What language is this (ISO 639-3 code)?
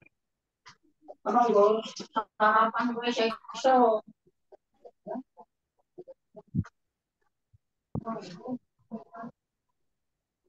ind